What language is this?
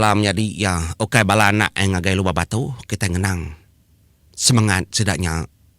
Iban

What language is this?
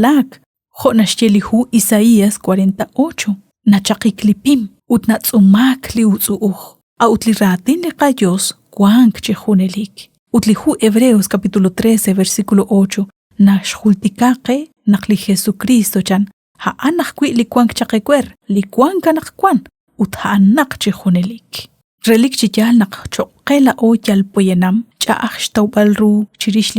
Kekchí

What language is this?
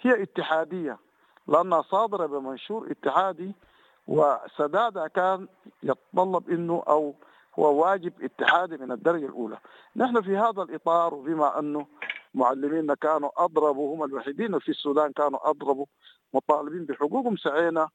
Sudanese Arabic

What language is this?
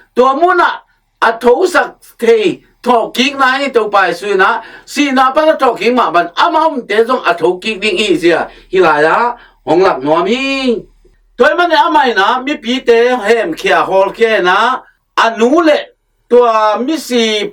Tedim Chin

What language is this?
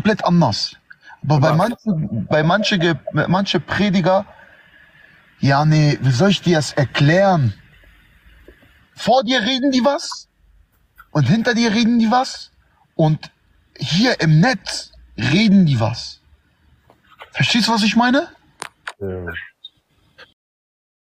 German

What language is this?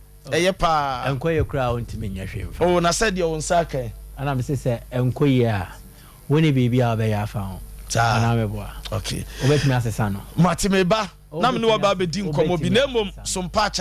Akan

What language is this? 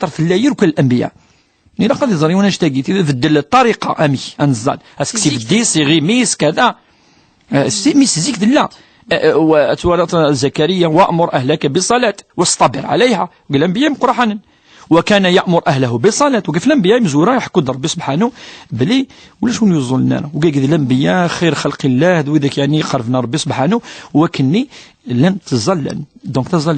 Kabyle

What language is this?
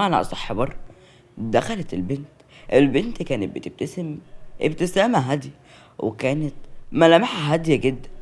Egyptian Arabic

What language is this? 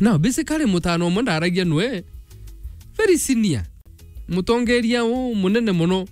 Meru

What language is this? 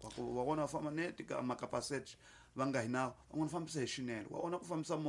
Tsonga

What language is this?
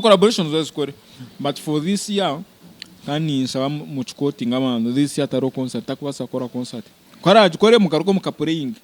Nyankole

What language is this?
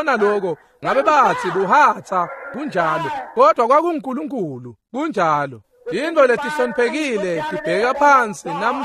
Swati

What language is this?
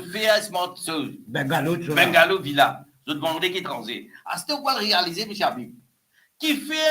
Morisyen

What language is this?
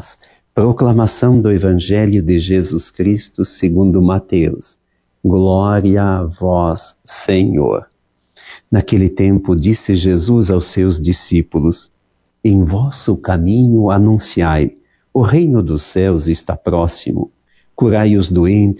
Portuguese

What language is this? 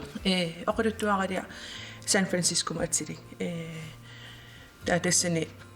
Kalaallisut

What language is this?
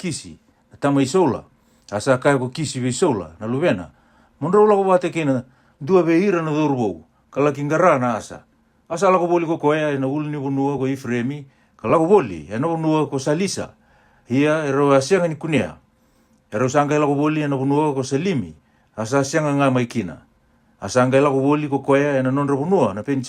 Fijian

